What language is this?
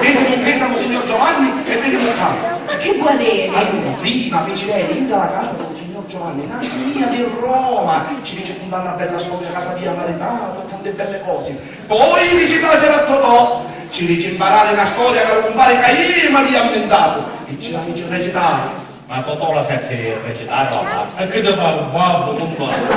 Sicilian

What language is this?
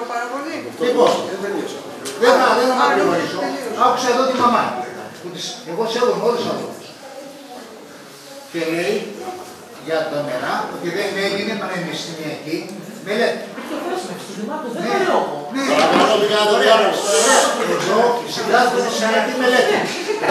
Greek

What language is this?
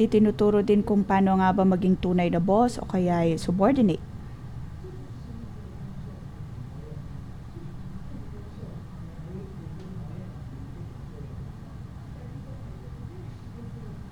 Filipino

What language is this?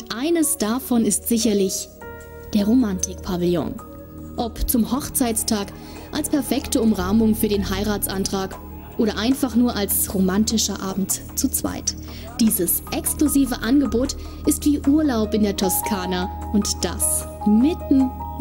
German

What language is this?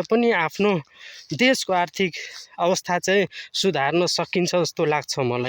Nepali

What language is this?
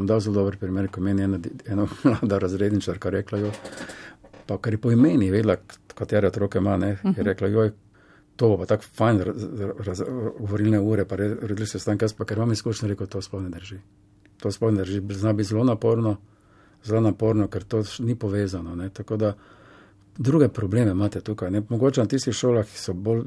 Slovenian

